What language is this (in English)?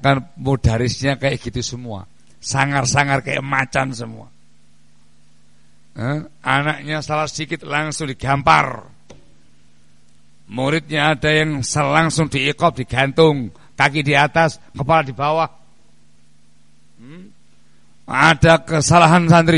Indonesian